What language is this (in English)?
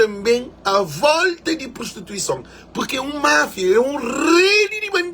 Kabuverdianu